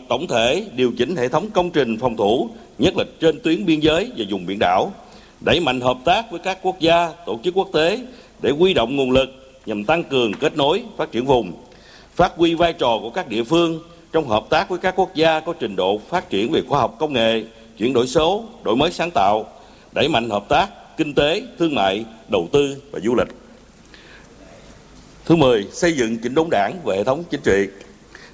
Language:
Vietnamese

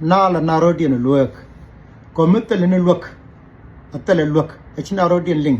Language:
Nuer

